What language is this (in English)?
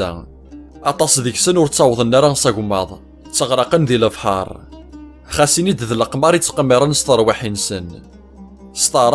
Kabyle